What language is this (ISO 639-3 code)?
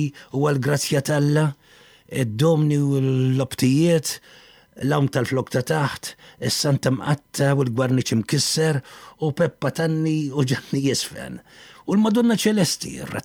mlt